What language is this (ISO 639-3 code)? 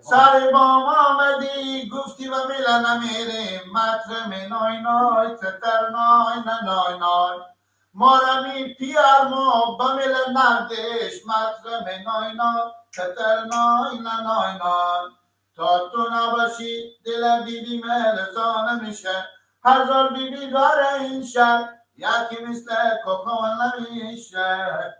fas